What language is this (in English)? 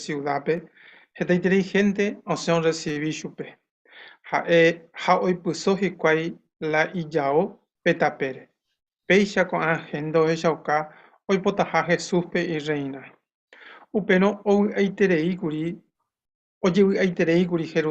Guarani